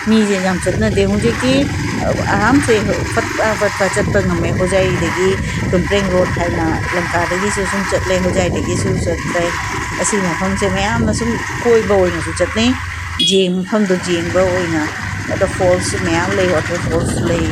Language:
Manipuri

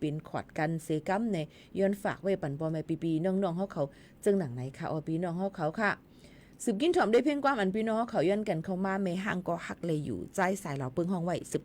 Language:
Shan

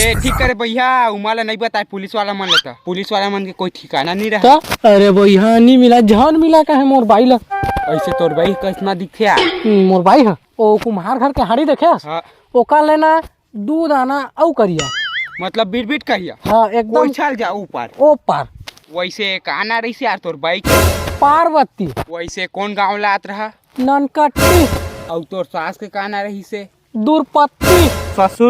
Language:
Chhattisgarhi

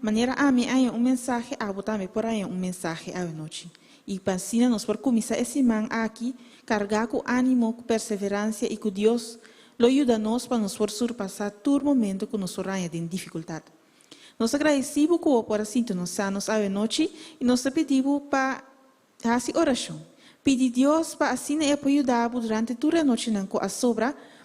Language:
Papiamento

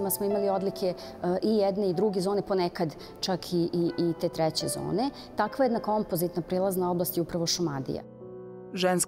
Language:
Serbian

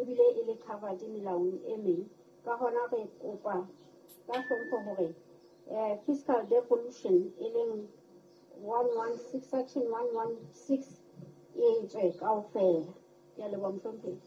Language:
Southern Sotho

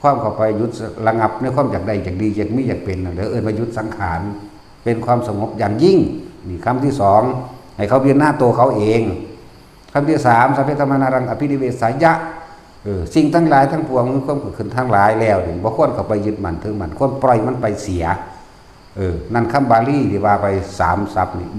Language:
Northeastern Thai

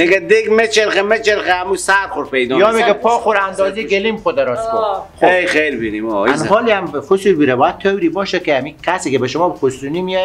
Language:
Persian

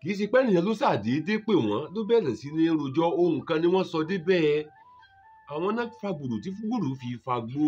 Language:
Yoruba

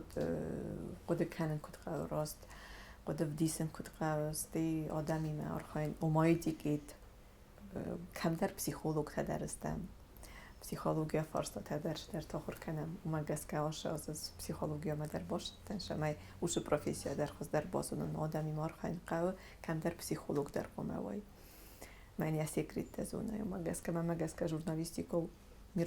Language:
Ossetic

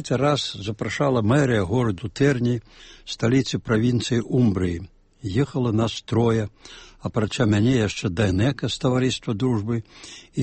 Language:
Belarusian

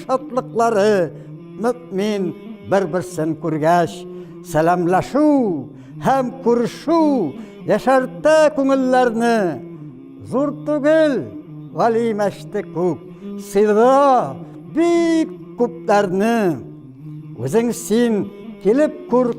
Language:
Tatar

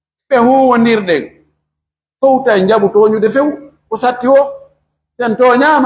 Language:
Pular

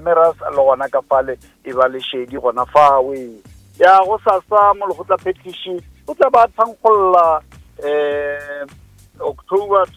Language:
Northern Sotho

